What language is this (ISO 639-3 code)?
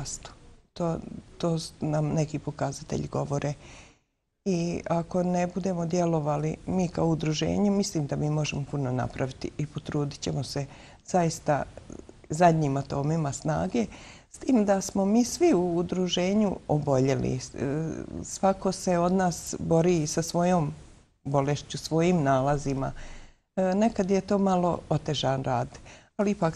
bos